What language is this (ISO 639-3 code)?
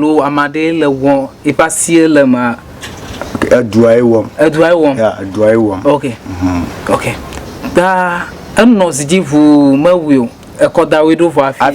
ewe